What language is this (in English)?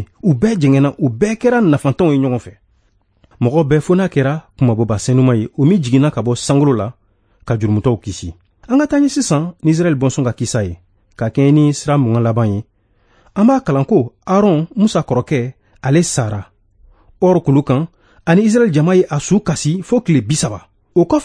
Bambara